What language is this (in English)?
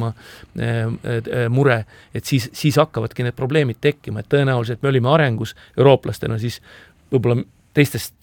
Estonian